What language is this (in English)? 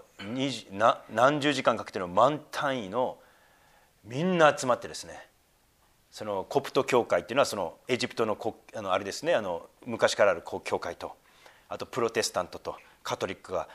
Japanese